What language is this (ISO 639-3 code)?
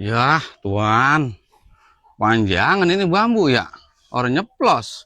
bew